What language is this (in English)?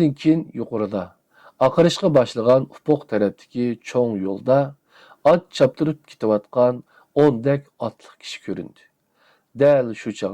Uyghur